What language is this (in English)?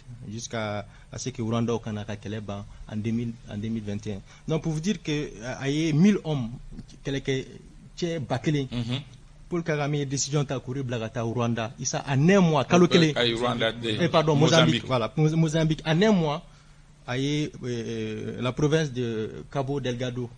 Bambara